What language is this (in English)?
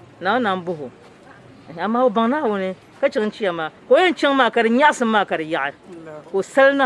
Dagbani